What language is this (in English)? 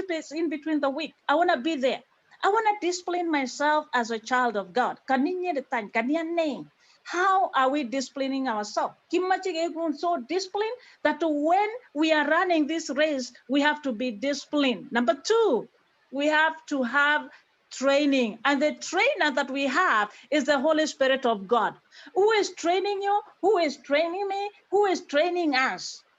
Kalenjin